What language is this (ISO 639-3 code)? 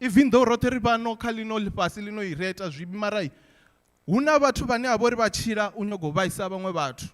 ven